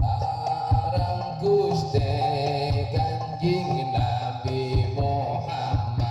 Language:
Madurese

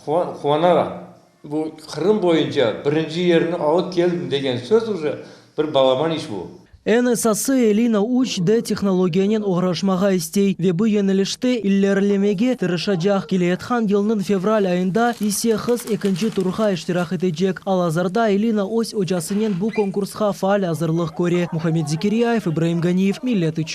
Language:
Crimean Tatar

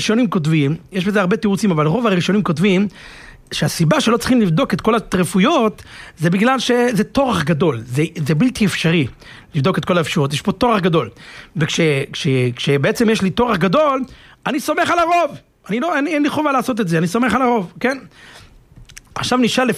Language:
Hebrew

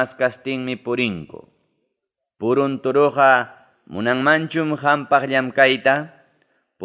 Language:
Ayacucho Quechua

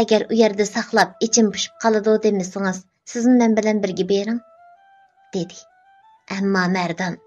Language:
Uyghur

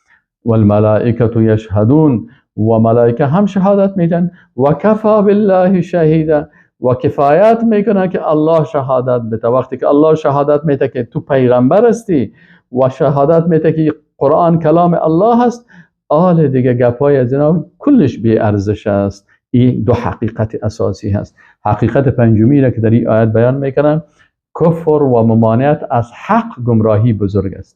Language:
Persian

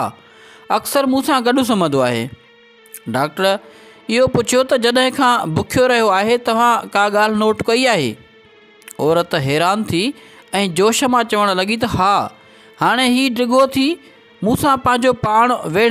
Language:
Sindhi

